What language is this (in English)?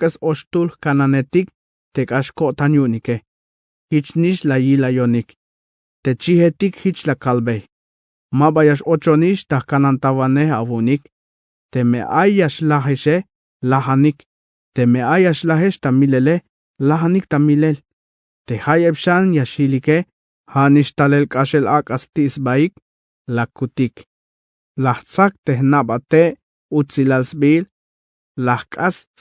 Tzeltal